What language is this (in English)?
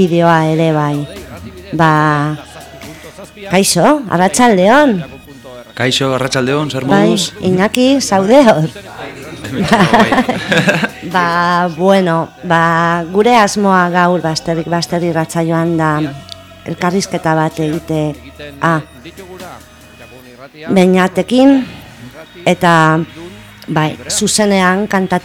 Basque